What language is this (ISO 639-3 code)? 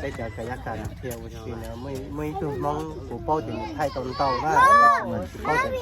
hmn